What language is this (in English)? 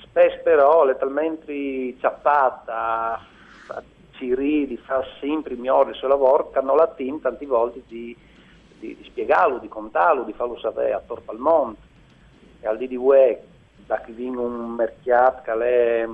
Friulian